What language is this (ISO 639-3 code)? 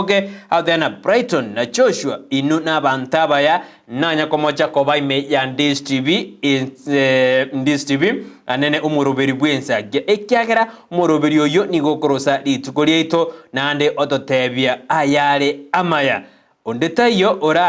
guz